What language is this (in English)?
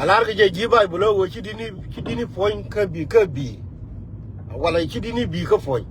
Nuer